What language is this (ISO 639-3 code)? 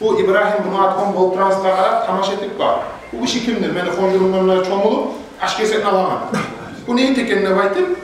kum